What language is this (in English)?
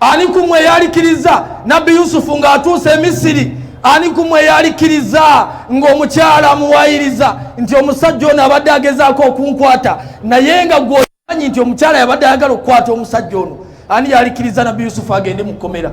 Ganda